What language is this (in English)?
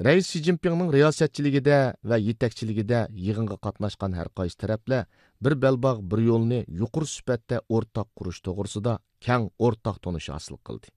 Uyghur